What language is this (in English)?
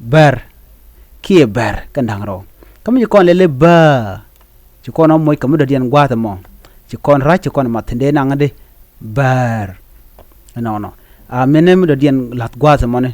Nuer